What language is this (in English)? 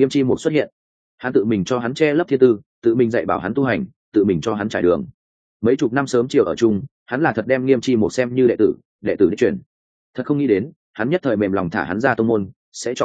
Vietnamese